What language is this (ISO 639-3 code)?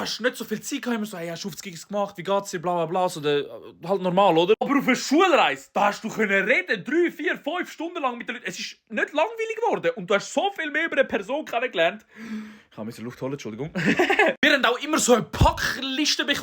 gsw